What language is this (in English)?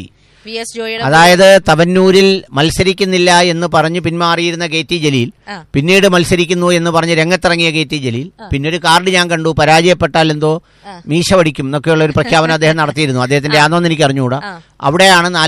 Malayalam